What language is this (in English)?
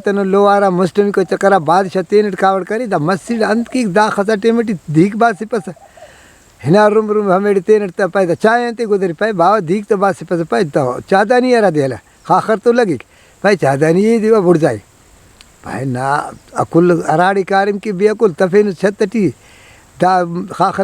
Brahui